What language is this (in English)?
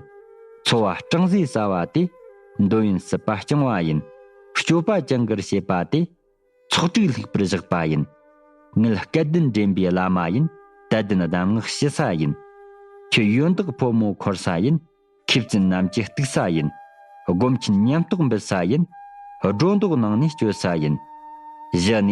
Tibetan